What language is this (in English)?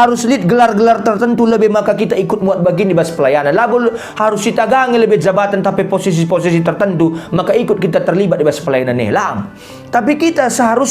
Batak Karo